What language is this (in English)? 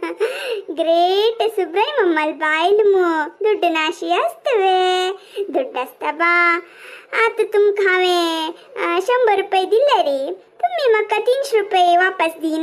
Konkani